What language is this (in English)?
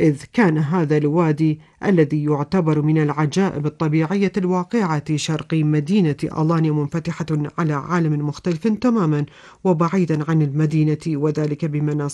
Arabic